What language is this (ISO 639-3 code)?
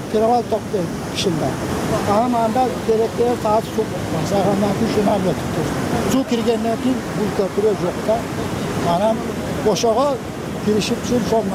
kir